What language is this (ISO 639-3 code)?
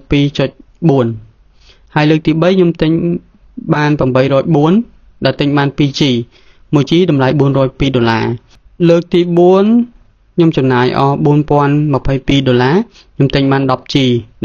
khm